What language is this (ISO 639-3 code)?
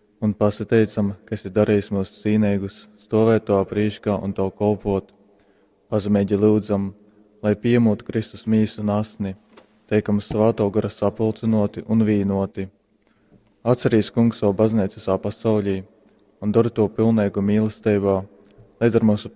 ltg